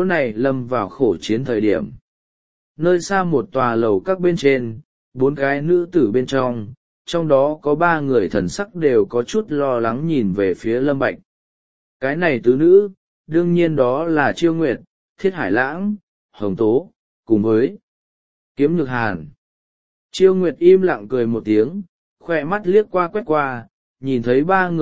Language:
Vietnamese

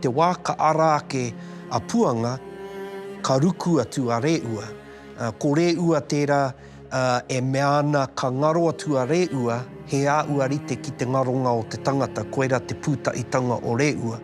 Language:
Māori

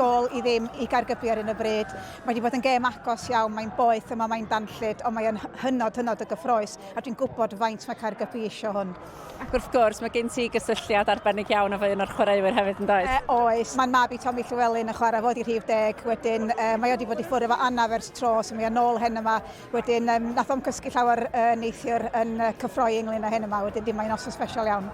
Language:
Welsh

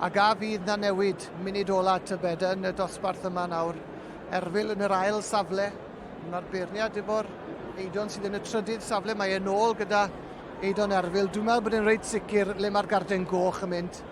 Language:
Welsh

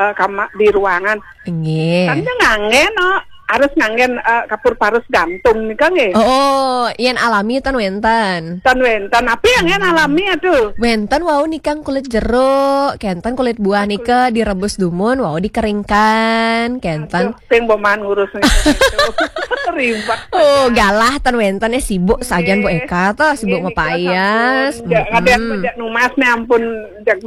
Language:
Balinese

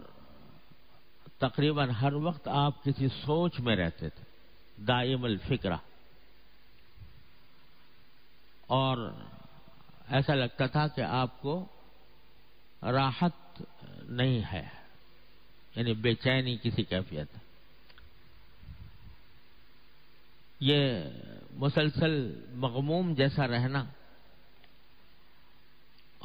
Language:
Urdu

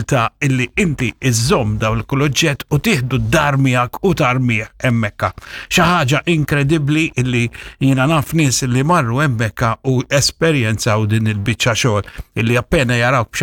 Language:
Maltese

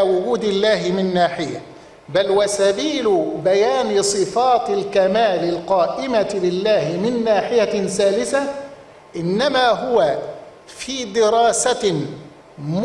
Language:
Arabic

